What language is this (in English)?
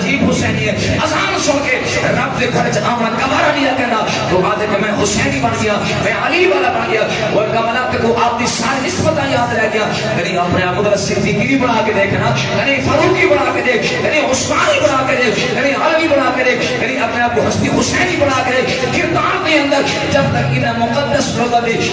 Saraiki